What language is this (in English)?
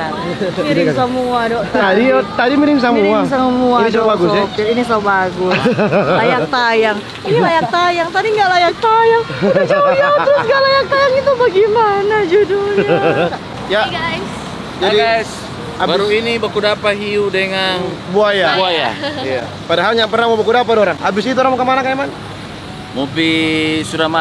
Manado Malay